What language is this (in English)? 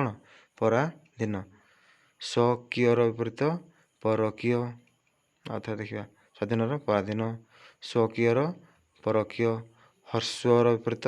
Odia